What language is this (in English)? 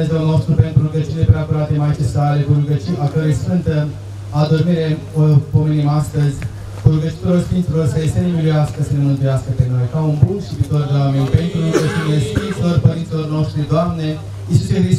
Romanian